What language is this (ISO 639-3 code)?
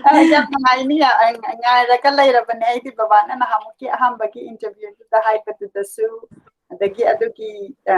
mni